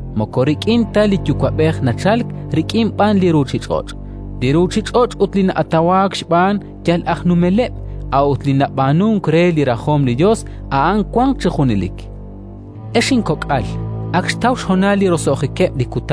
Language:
Kekchí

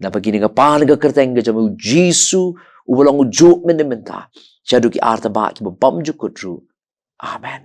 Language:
Khasi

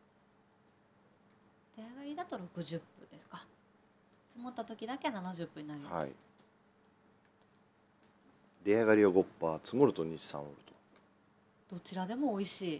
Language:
Japanese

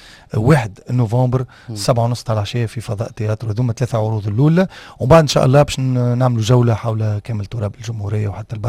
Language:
Tunisian Arabic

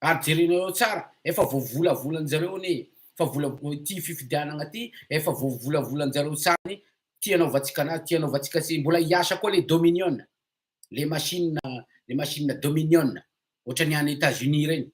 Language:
Malagasy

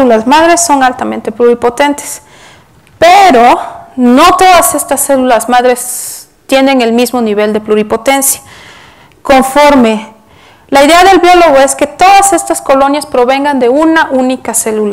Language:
Spanish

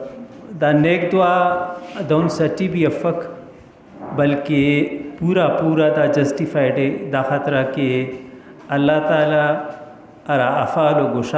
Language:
Brahui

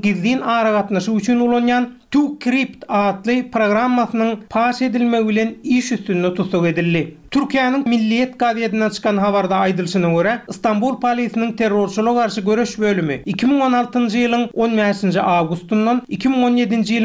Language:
Turkmen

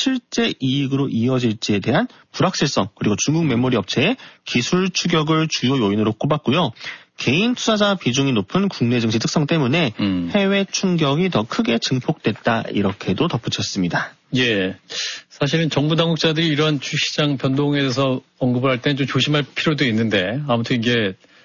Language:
Korean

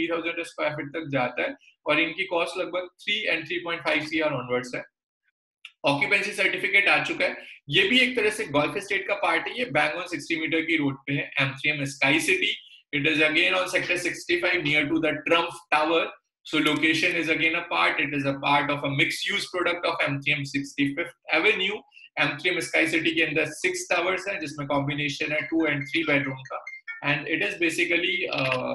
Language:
Hindi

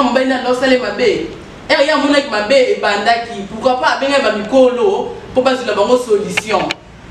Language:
Lingala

